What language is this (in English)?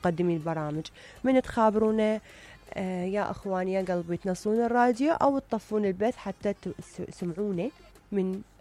Mesopotamian Arabic